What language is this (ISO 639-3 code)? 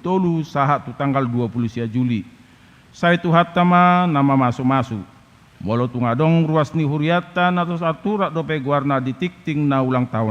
bbc